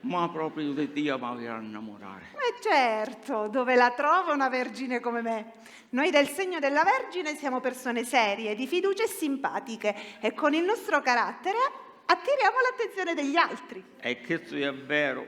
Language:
Sicilian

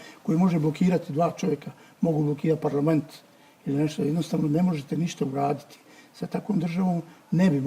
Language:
Bosnian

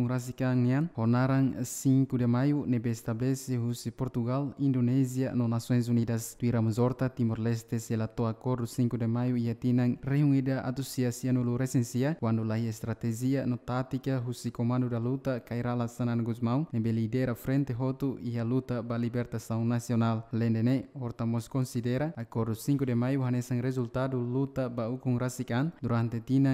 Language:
Tetum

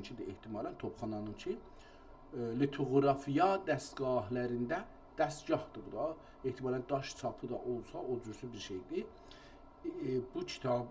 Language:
South Azerbaijani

